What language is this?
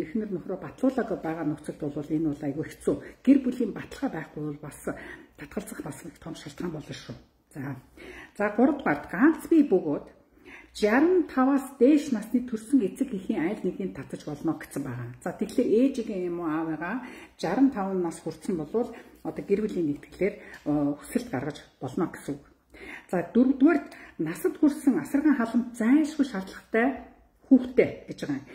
Mongolian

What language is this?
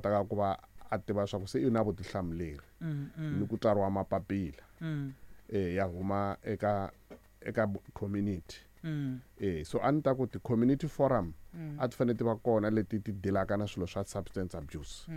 Tsonga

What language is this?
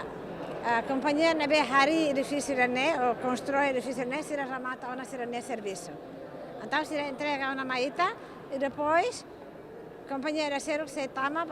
Tetum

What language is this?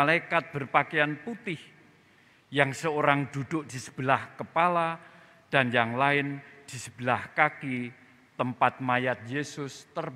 Indonesian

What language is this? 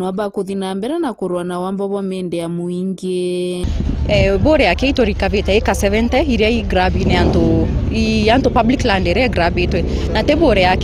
Meru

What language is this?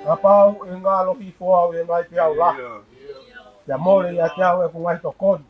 Tongan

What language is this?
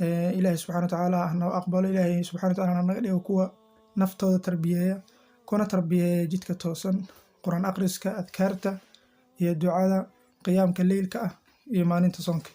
Somali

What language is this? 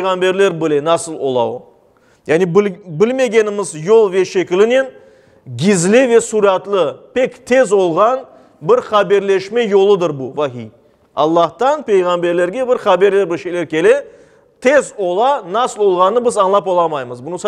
Crimean Tatar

